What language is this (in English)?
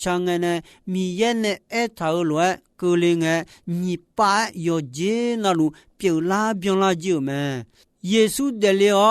Akha